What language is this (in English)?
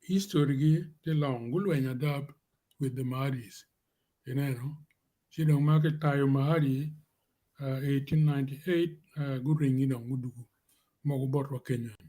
Acoli